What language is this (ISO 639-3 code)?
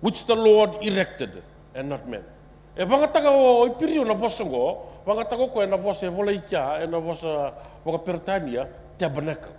fij